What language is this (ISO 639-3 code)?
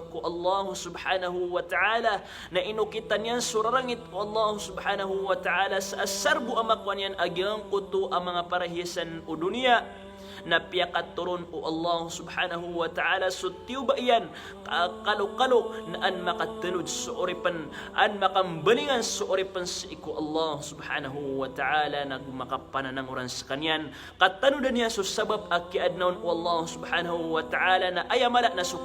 mrw